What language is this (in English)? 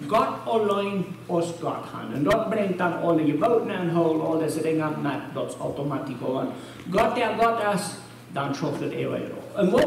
Plautdietsch